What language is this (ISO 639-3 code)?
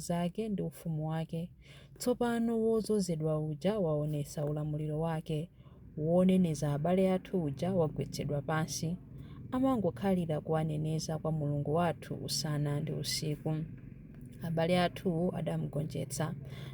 nya